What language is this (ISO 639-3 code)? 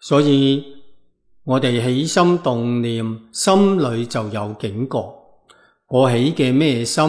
yue